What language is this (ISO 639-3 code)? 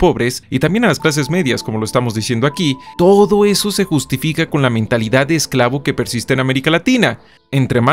spa